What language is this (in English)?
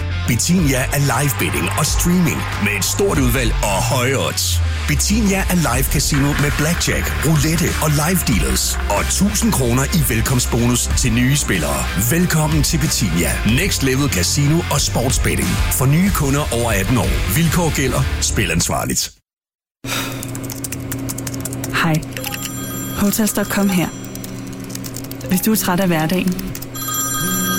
Danish